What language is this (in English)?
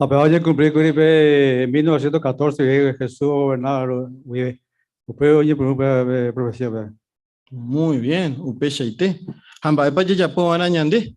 Guarani